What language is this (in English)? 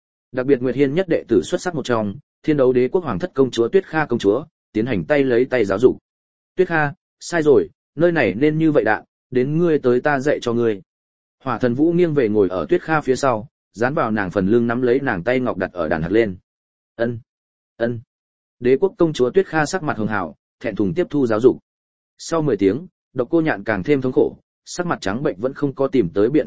Vietnamese